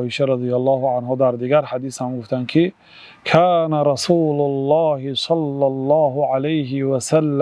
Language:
Tajik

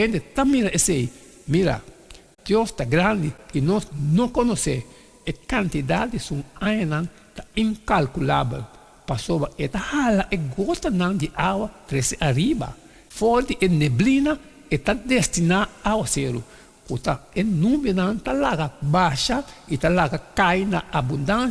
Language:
Papiamento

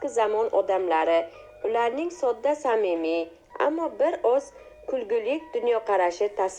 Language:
Uzbek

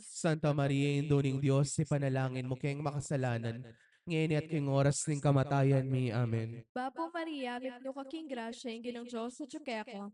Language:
Pampanga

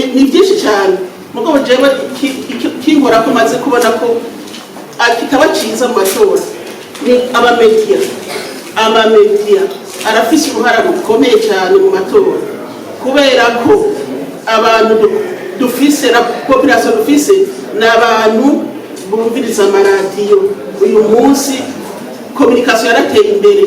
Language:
Rundi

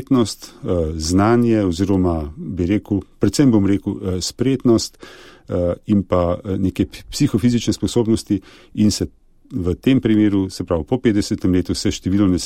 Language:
Slovenian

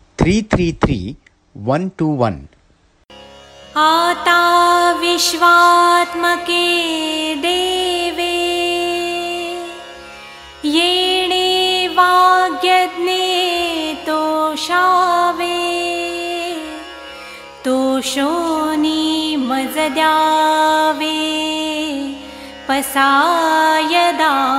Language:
Marathi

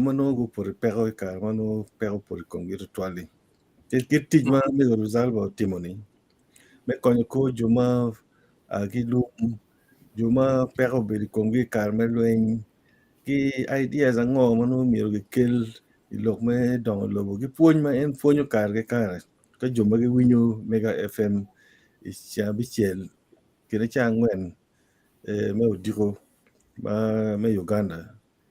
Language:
Acoli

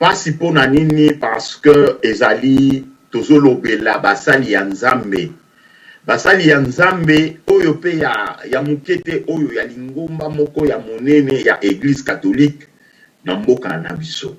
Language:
Lingala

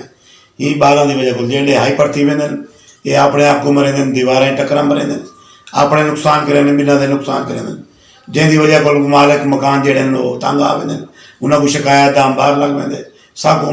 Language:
Saraiki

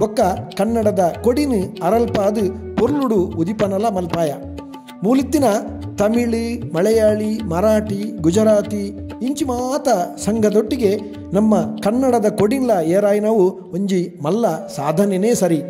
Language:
Tulu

